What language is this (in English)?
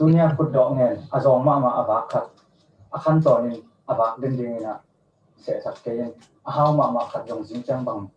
Tedim Chin